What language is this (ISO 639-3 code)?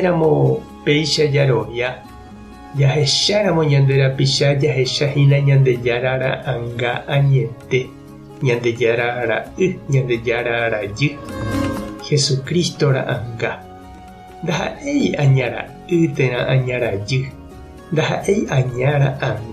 grn